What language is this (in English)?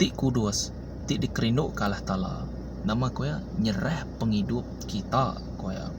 Iban